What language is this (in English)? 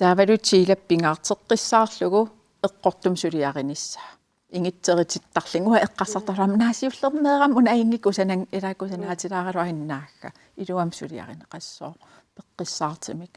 Kalaallisut